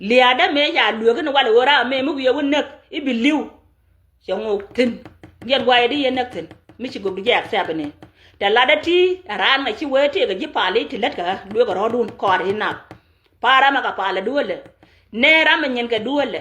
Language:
Nuer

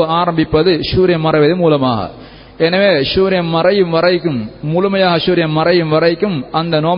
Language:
Tamil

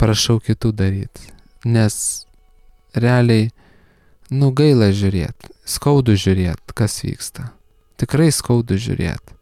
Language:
Lithuanian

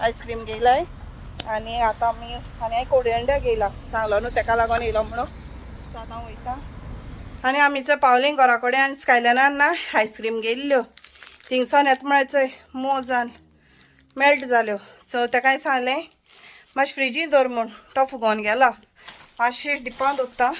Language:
Konkani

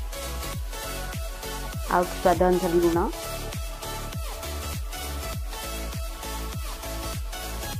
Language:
Odia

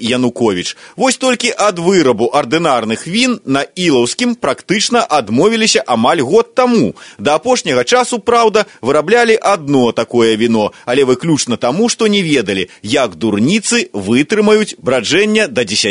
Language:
Belarusian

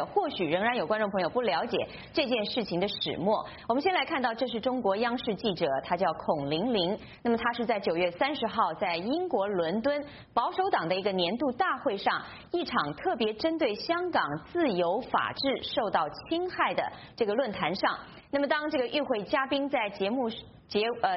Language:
Chinese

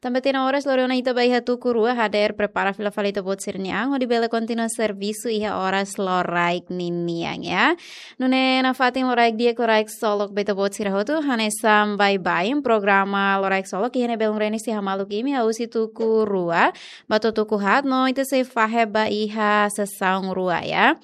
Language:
Tetum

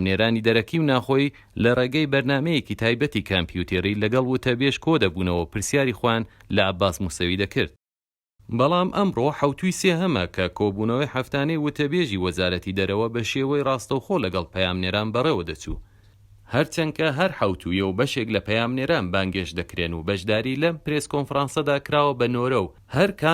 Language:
Central Kurdish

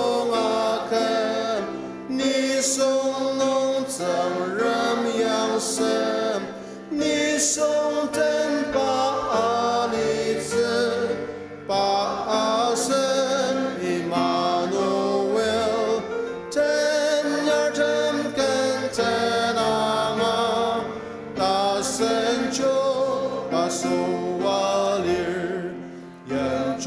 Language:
Ao Naga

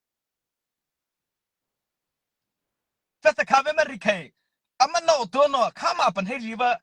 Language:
Mara Chin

